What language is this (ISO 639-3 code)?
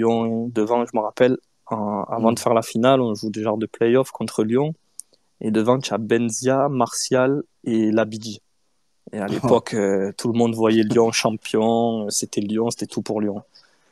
fra